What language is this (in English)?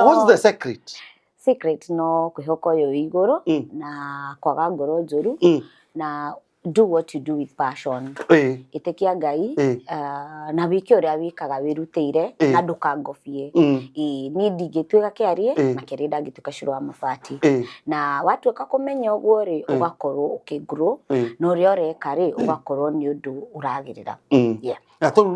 Kikuyu